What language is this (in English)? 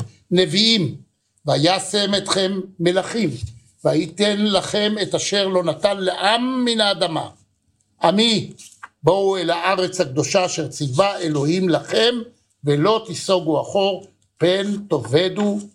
Hebrew